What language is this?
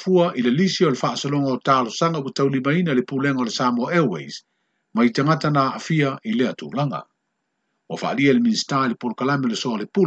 Samoan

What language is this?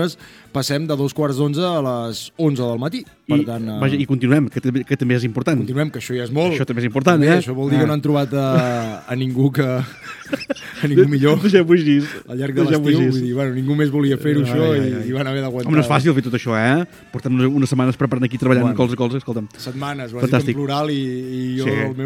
Catalan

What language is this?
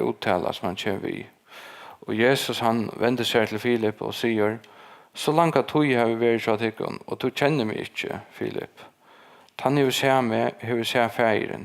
Faroese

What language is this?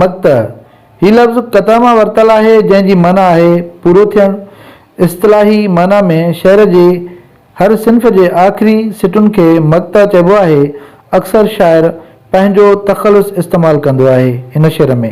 Sindhi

